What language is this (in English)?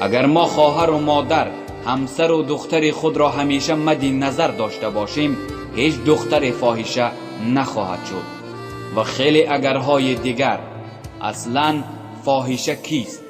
Tajik